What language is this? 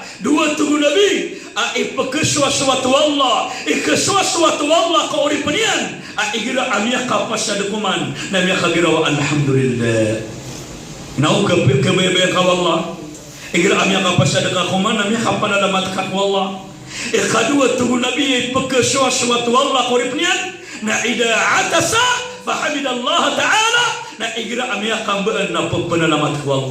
Maranao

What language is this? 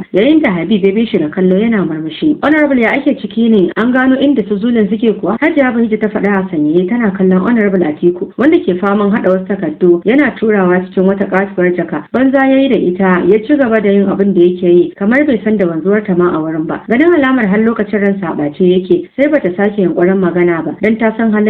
Hausa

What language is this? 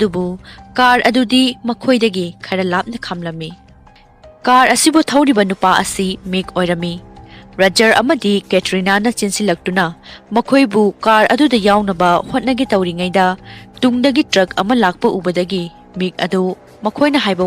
Manipuri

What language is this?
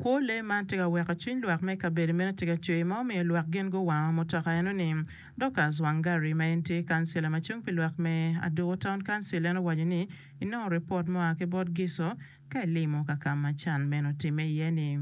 Acoli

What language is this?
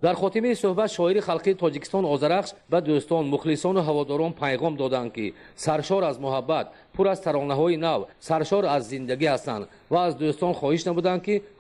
Tajik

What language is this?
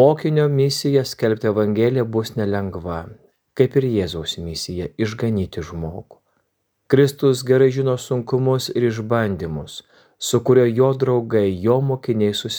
Lithuanian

